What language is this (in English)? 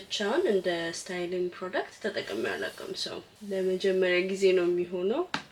Amharic